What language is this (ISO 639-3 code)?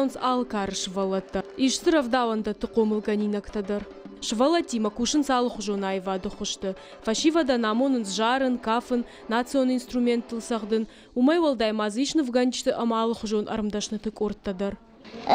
oss